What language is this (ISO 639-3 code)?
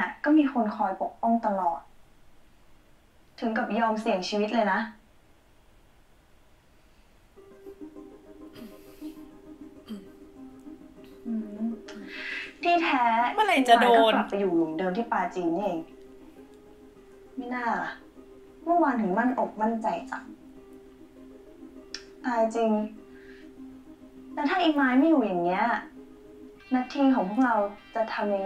tha